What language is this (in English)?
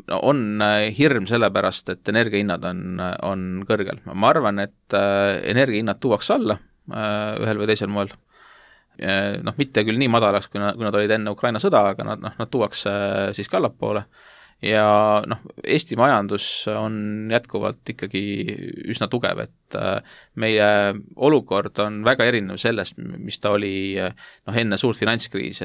Estonian